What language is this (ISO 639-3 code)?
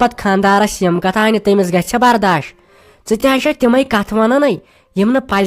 kas